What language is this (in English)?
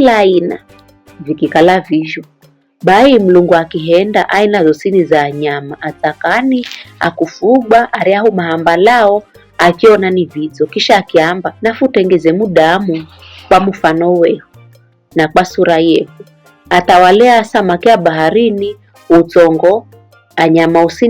Giryama